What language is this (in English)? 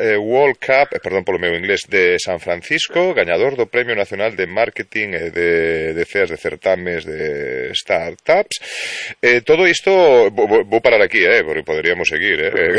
Galician